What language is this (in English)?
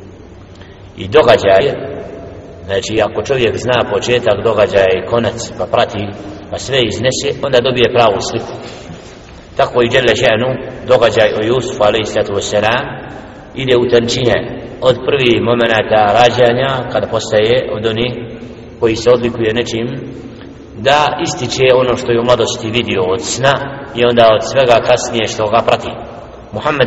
Bosnian